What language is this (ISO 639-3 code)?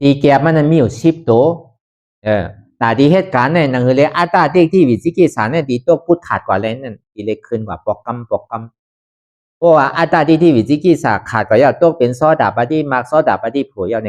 shn